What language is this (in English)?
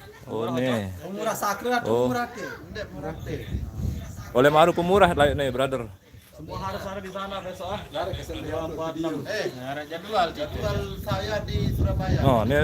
Sasak